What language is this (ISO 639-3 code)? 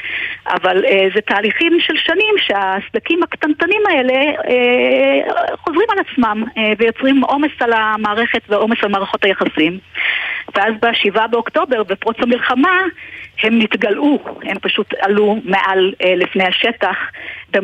heb